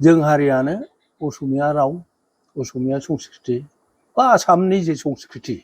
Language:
Bodo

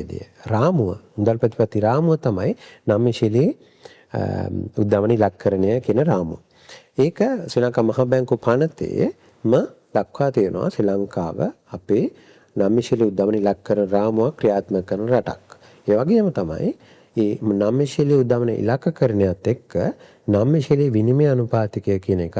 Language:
Sinhala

